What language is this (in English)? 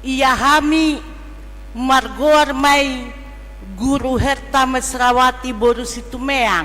Batak Toba